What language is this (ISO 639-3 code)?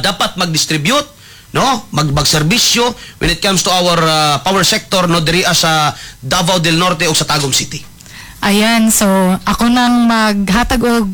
ceb